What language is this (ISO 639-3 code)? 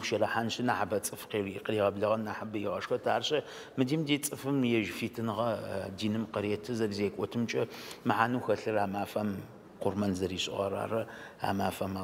ady